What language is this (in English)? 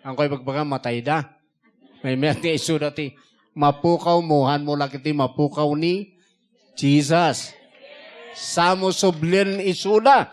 Iloko